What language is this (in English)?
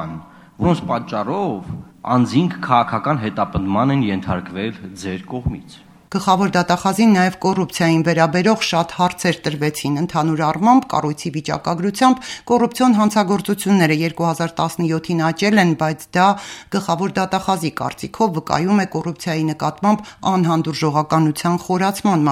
Armenian